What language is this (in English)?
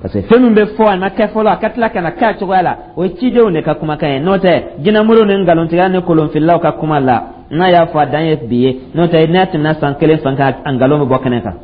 Dyula